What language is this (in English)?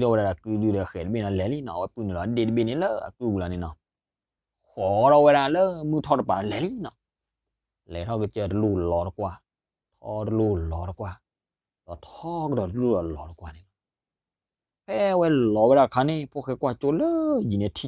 S'gaw Karen